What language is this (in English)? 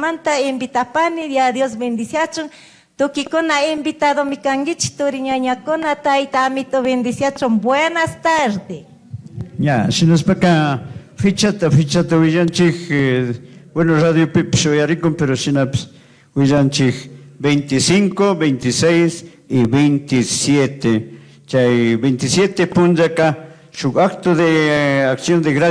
Chimborazo Highland Quichua